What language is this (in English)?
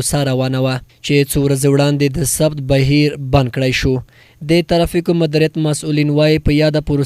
Pashto